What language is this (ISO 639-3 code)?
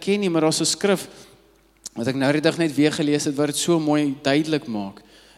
afr